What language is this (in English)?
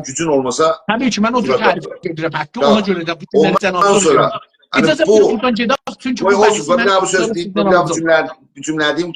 South Azerbaijani